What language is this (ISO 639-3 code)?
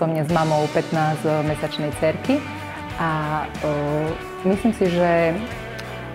slk